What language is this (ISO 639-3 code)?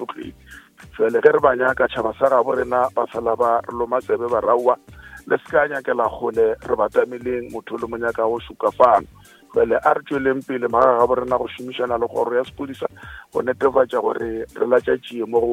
nso